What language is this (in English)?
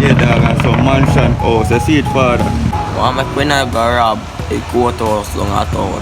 Jamaican Creole English